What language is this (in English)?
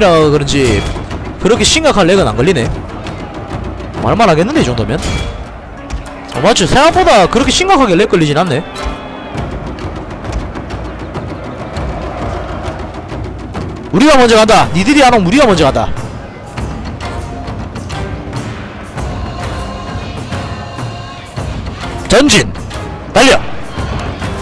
Korean